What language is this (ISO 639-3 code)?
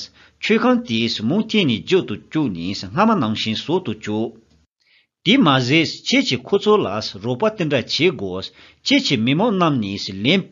bod